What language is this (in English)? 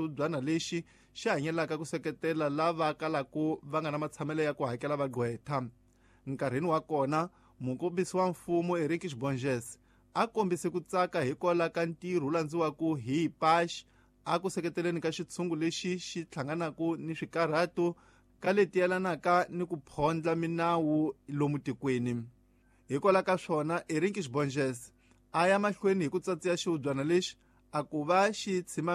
Tsonga